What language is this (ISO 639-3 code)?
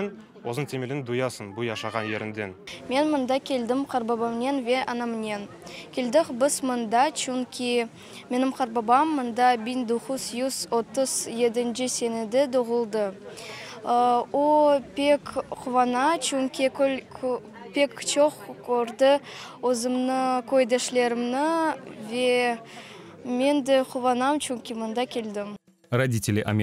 crh